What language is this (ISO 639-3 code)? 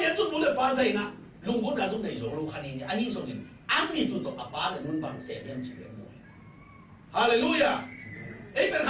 ctd